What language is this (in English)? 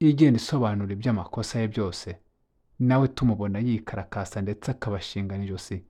Kinyarwanda